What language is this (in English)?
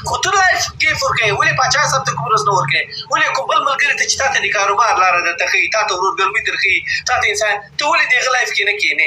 Pashto